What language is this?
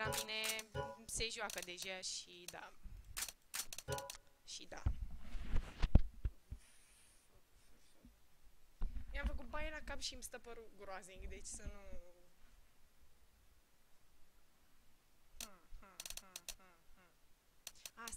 Romanian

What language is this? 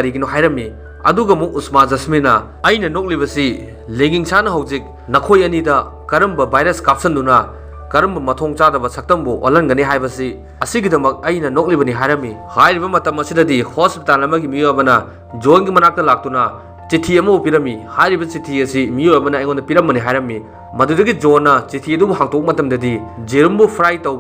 Manipuri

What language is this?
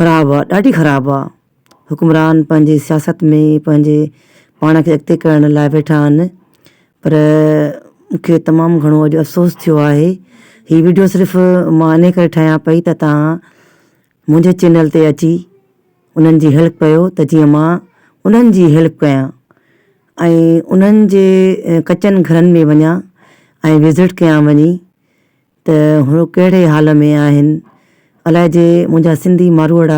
Sindhi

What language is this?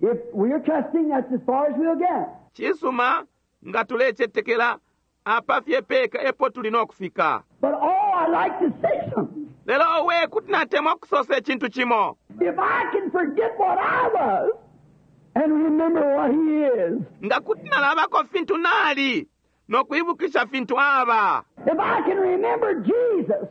Bemba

